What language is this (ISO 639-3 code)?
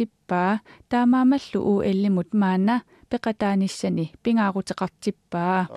kal